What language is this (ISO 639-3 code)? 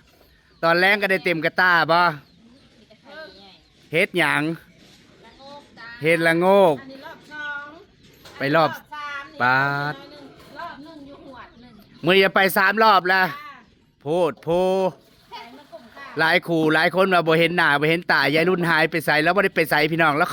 tts